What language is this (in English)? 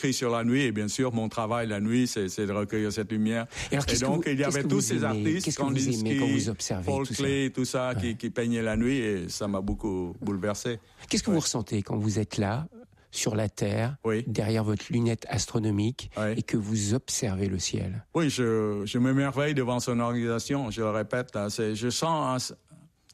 French